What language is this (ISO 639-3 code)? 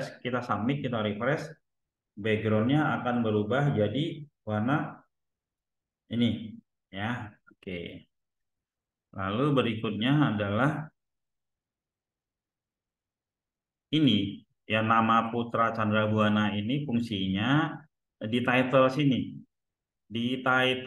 ind